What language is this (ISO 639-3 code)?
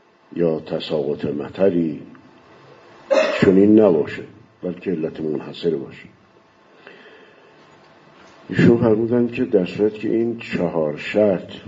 fas